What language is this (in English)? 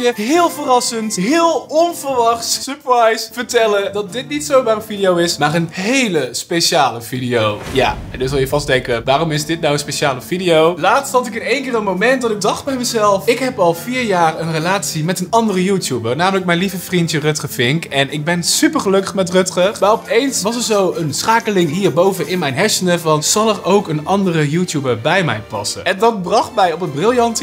Dutch